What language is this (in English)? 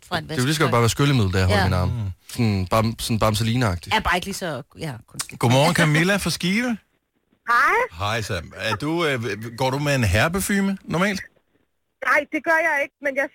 Danish